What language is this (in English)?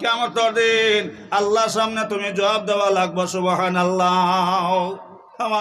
Sylheti